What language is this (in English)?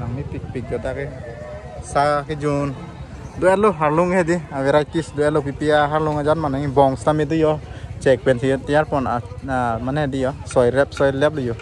Karbi